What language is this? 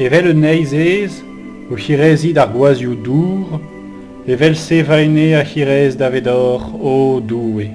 Breton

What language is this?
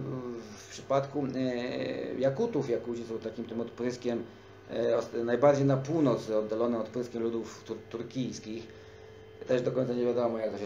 Polish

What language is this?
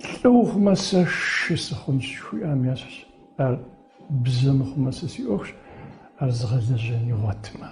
Kabardian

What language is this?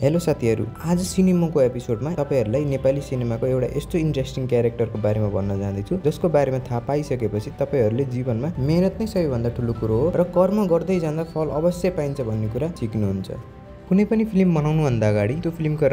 Nepali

